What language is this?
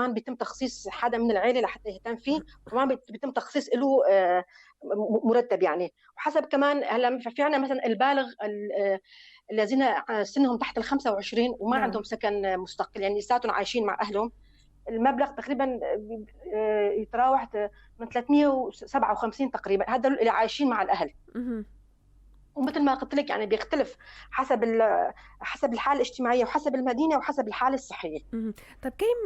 North Levantine Arabic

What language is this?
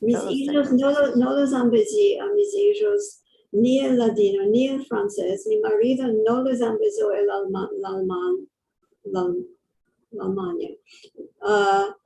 Ladino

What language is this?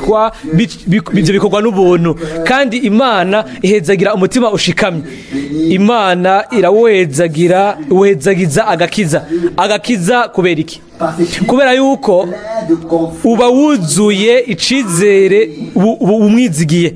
Rundi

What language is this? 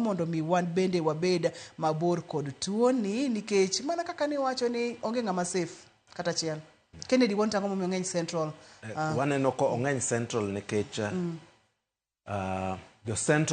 Luo (Kenya and Tanzania)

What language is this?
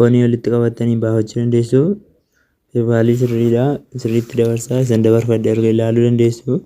Oromo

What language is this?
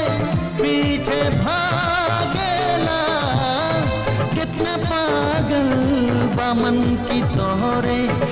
Bhojpuri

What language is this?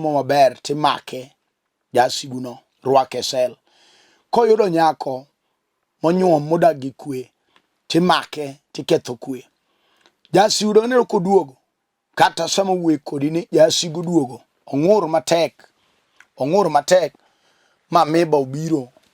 Luo (Kenya and Tanzania)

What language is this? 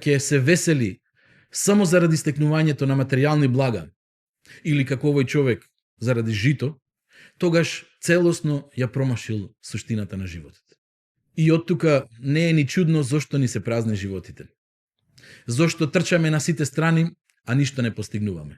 Macedonian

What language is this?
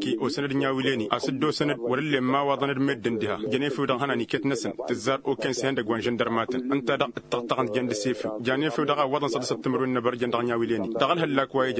Tamasheq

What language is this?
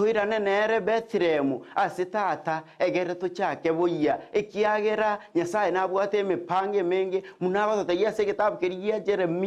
Gusii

